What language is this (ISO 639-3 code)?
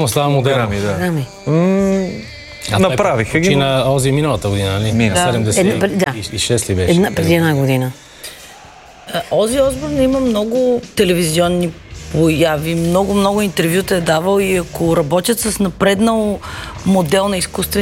bul